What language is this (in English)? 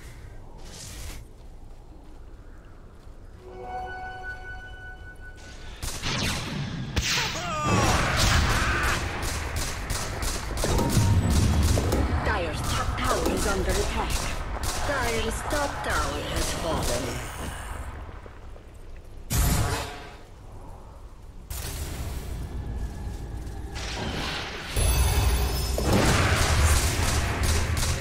English